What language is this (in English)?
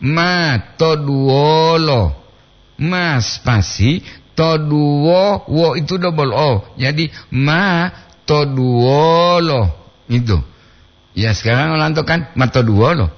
Gorontalo